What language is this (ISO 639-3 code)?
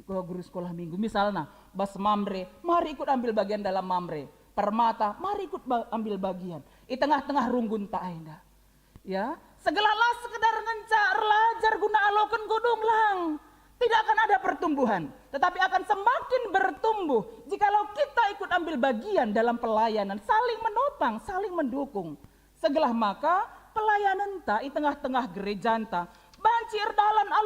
btx